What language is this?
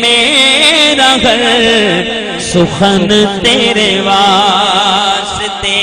Saraiki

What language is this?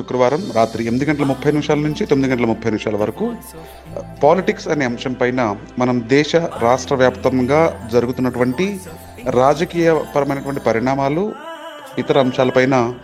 Telugu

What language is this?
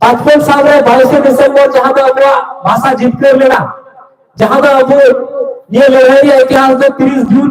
Santali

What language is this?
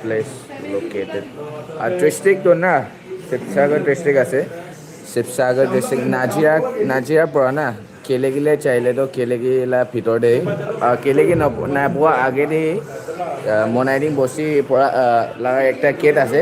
Naga Pidgin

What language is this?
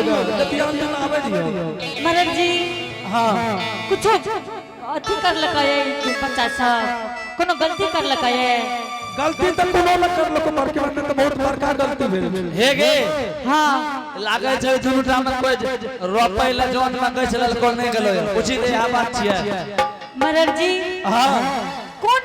Angika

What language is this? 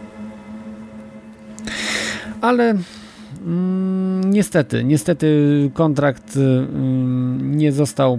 Polish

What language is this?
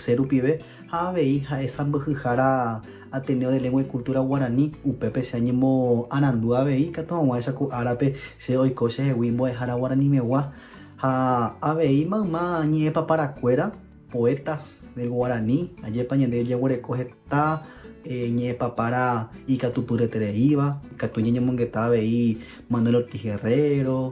Guarani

